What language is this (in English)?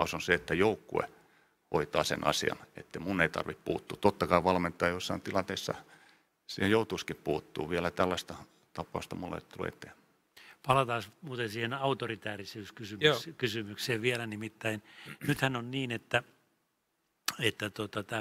Finnish